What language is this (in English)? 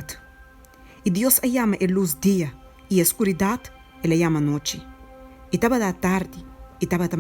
Papiamento